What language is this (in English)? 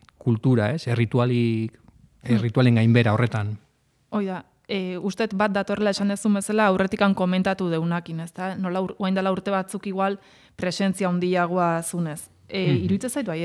Basque